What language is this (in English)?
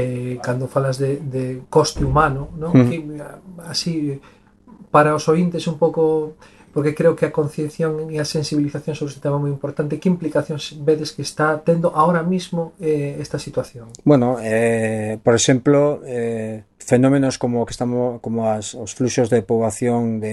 Galician